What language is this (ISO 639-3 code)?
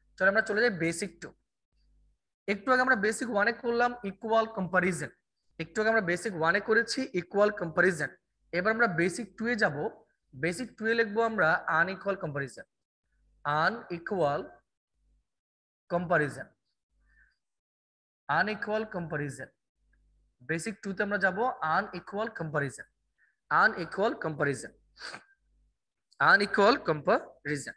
ben